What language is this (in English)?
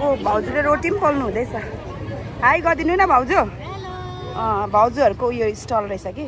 Nepali